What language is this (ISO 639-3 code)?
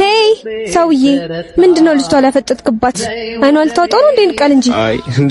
amh